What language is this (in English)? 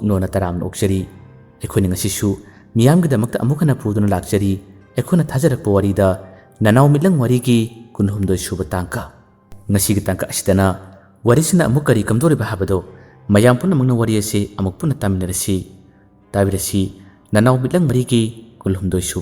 Manipuri